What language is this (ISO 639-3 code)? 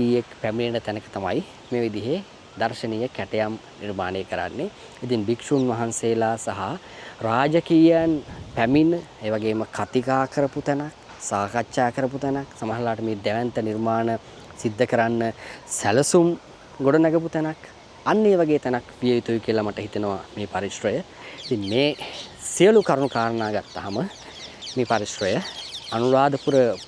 sin